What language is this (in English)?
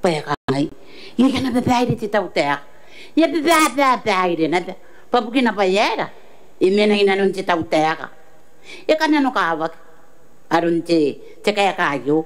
Gilbertese